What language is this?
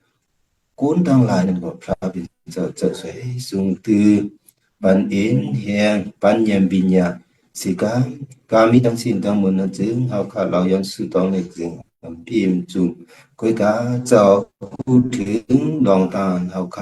Shan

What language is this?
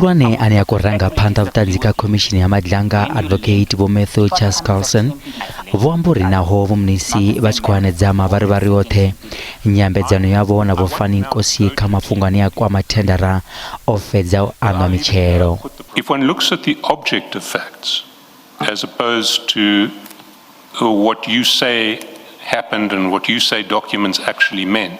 Venda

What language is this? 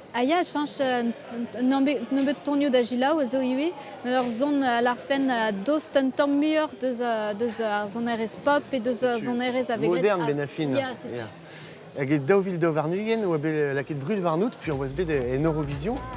Breton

